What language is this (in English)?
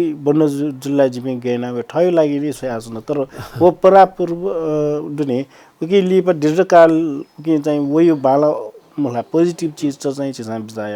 Newari